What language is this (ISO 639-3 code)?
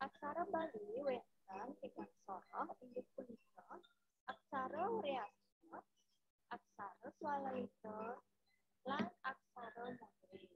ban